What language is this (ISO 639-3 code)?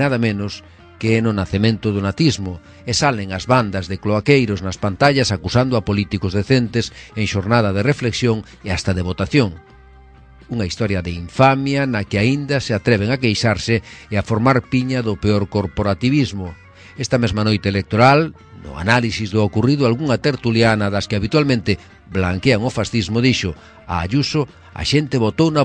glg